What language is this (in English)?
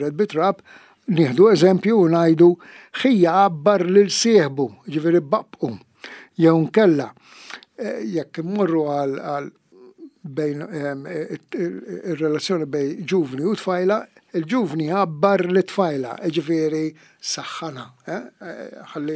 Maltese